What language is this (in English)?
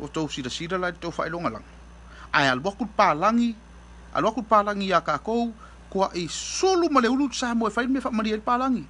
Samoan